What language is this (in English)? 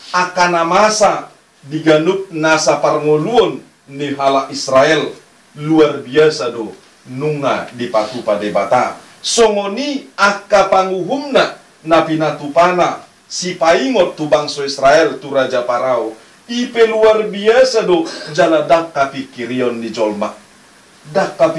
Batak Toba